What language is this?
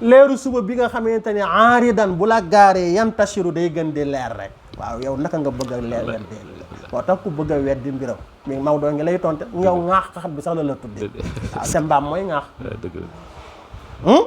Wolof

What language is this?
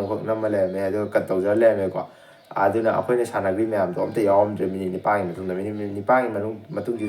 Manipuri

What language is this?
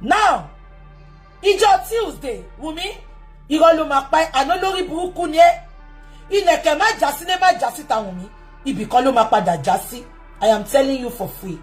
Yoruba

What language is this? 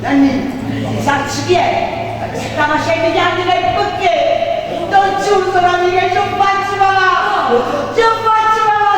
Neapolitan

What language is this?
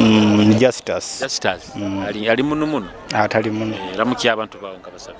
Nyoro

